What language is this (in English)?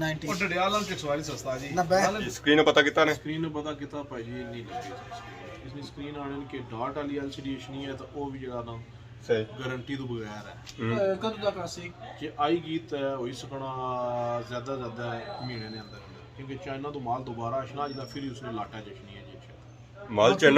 Pahari-Potwari